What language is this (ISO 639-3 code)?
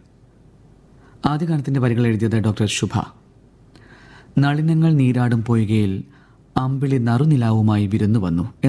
mal